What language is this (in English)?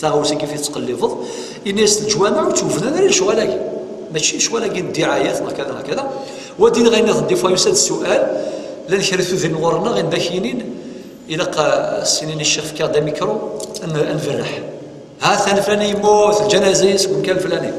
Kabyle